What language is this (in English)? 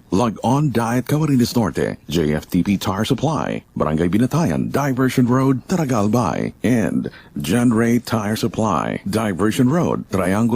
Bikol